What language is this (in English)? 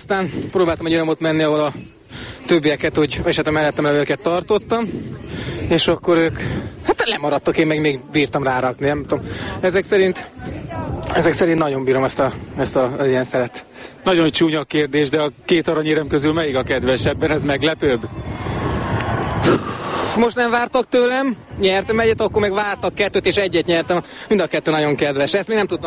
Hungarian